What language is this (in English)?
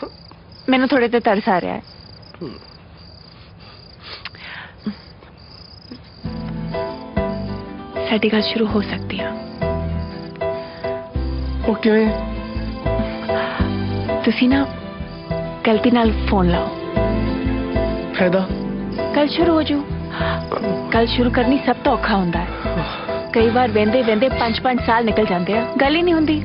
Punjabi